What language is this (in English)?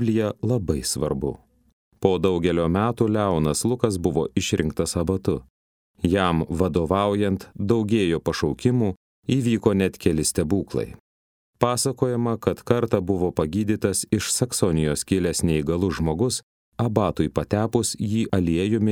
Lithuanian